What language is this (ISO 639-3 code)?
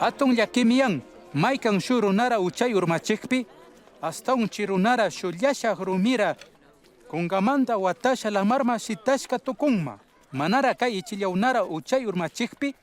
qug